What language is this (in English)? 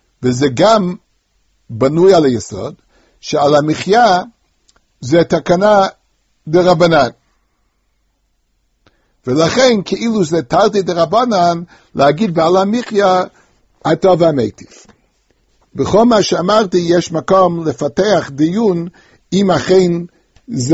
Hebrew